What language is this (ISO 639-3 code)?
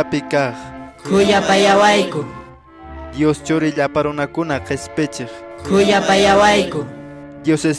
que